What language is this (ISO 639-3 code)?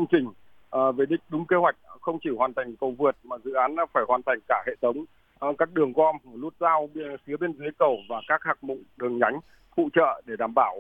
vie